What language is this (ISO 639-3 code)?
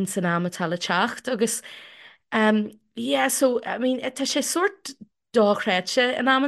gle